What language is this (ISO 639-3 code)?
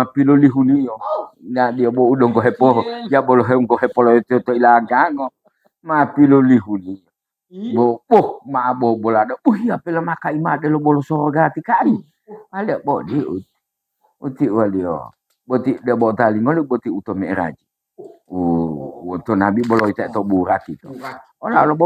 gor